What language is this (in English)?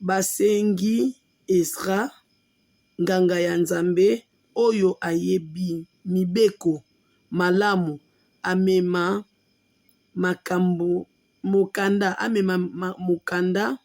Lingala